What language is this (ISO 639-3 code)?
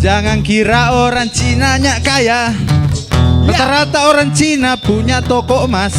xmm